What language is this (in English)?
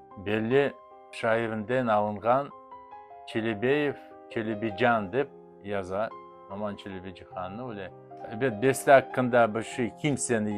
Crimean Tatar